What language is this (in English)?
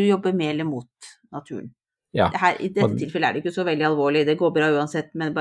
Norwegian